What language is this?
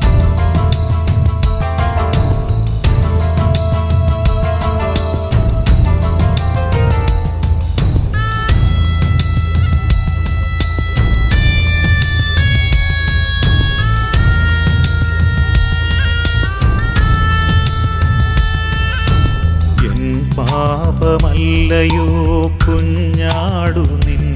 Malayalam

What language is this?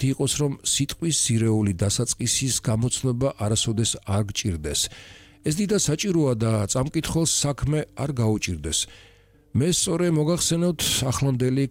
Georgian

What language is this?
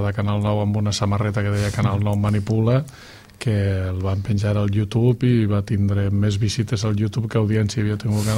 Catalan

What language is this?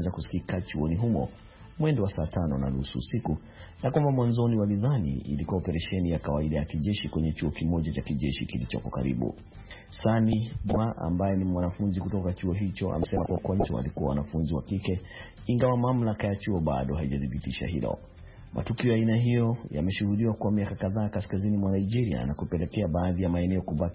Swahili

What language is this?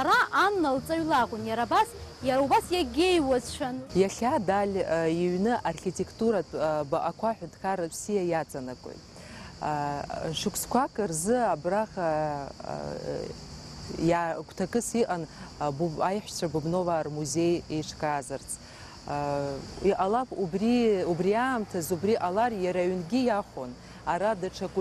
Abkhazian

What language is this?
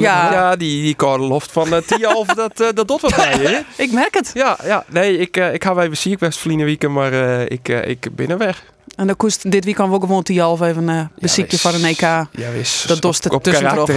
Western Frisian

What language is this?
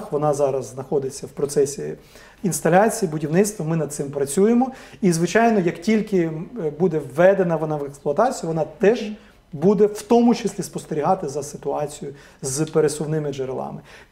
Ukrainian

